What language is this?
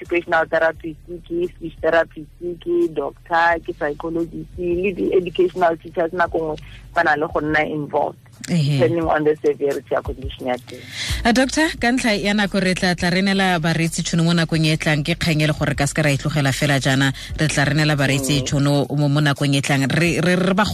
Tswana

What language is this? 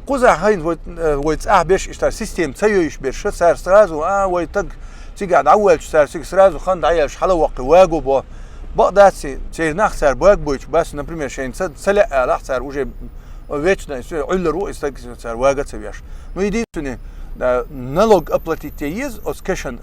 Chechen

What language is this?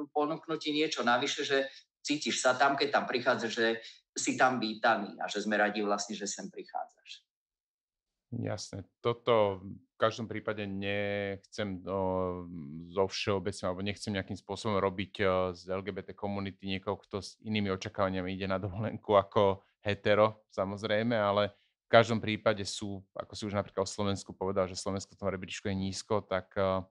Slovak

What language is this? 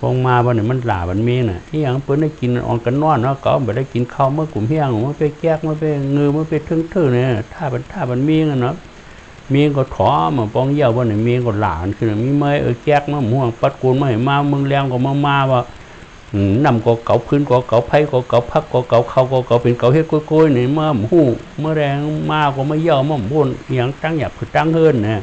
Shan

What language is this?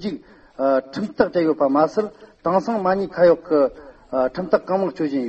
Tibetan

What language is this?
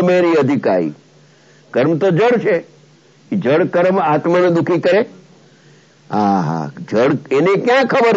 Gujarati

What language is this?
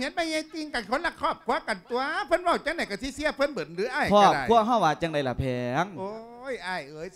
Lao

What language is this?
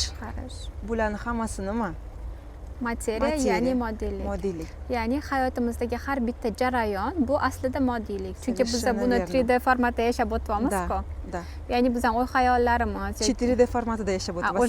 Uzbek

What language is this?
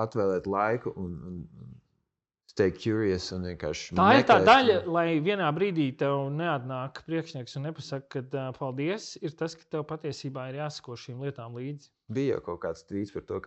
Latvian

